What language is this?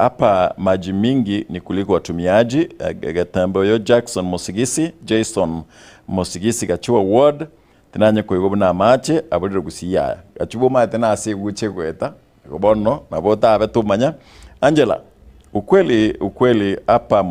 Gusii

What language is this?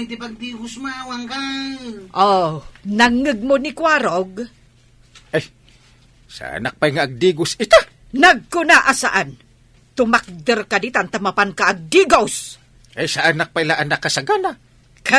Iloko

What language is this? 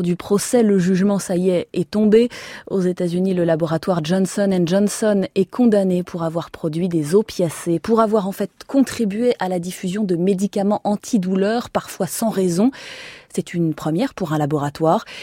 French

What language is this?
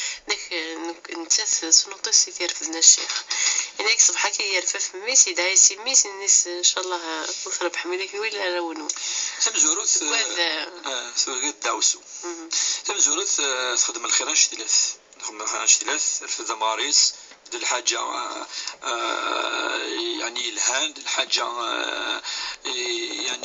Kabyle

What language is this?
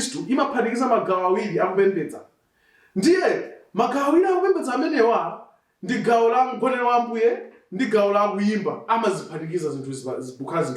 Nyanja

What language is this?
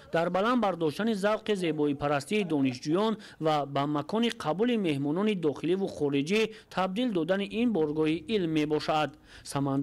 Tajik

